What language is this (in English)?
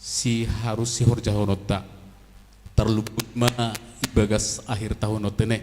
Batak Simalungun